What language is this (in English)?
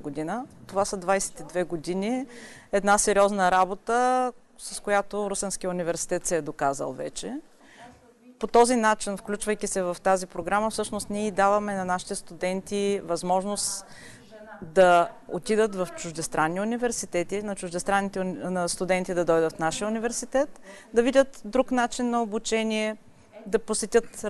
Bulgarian